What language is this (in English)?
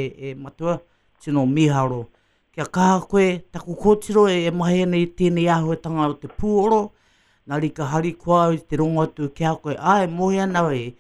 Māori